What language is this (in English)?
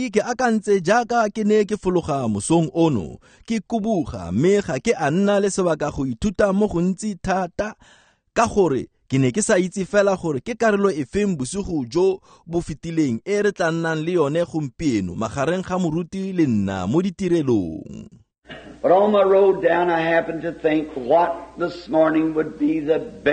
Tswana